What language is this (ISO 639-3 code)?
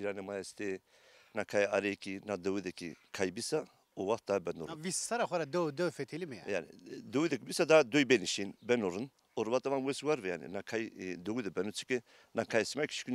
zza